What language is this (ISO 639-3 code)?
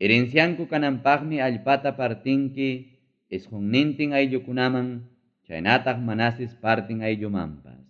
quy